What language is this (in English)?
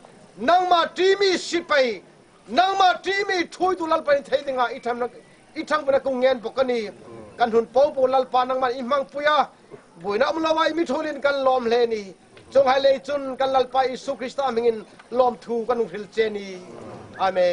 Hmar